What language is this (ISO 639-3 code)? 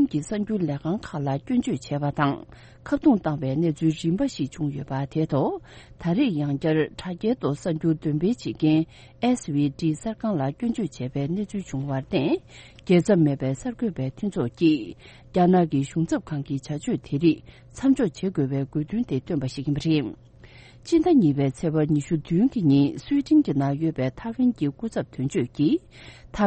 bod